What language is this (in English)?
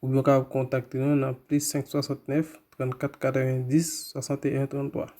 Haitian Creole